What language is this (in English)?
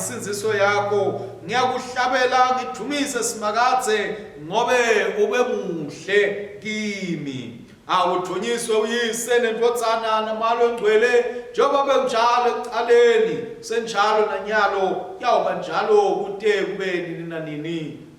Swati